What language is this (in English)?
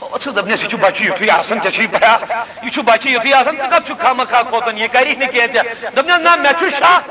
Kashmiri